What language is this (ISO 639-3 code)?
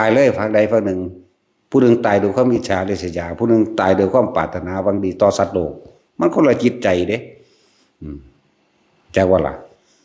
tts